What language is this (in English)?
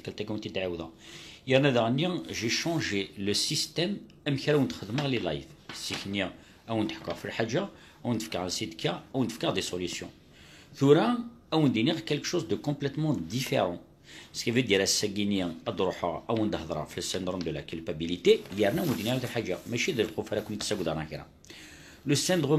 Kabyle